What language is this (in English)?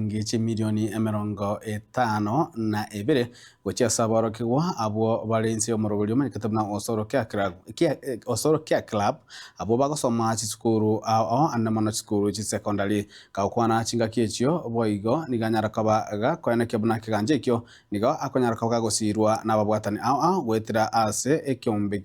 Gusii